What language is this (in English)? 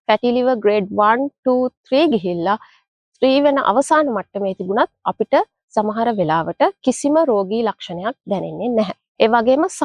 Sinhala